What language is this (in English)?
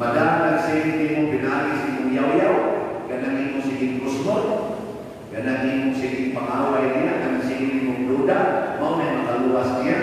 Cebuano